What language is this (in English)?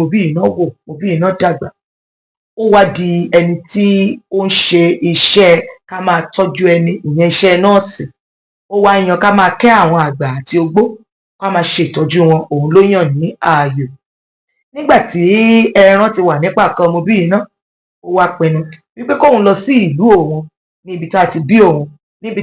Yoruba